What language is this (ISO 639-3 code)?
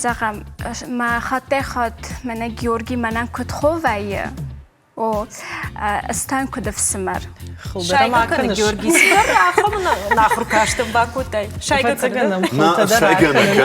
oss